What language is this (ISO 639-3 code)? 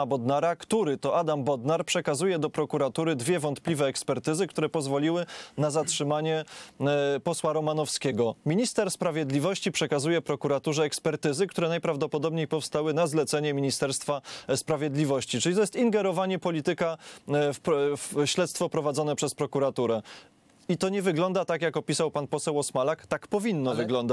pol